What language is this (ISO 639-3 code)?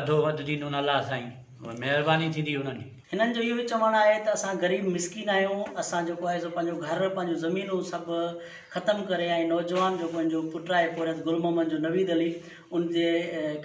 snd